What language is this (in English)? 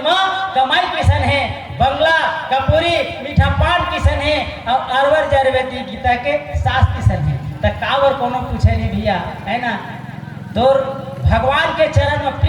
Chhattisgarhi